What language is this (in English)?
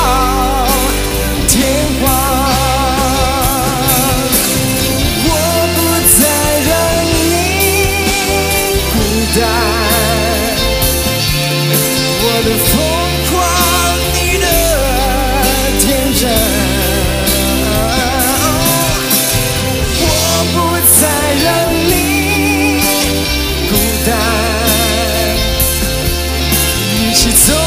Chinese